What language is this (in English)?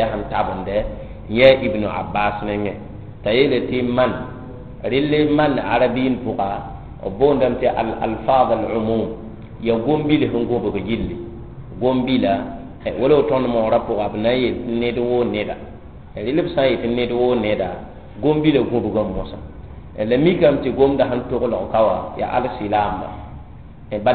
Mossi